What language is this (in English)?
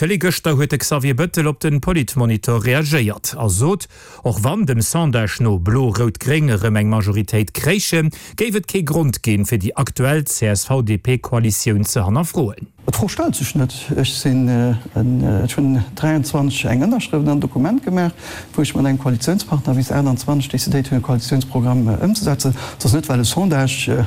Luxembourgish